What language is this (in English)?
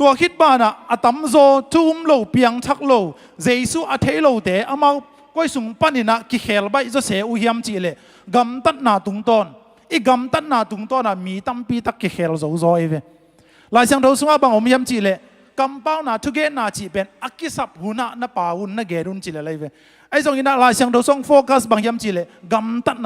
Tedim Chin